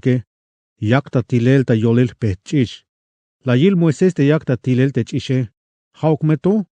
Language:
Tzeltal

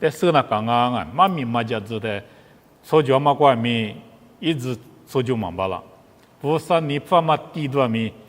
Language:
Lisu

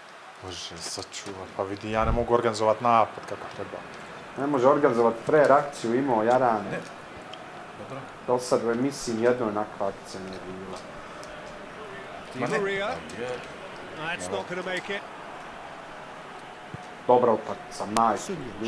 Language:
Bosnian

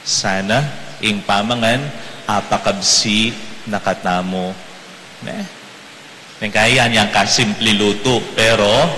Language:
Pampanga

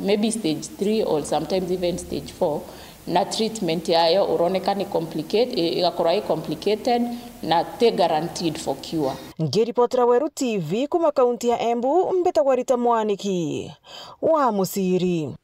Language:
Meru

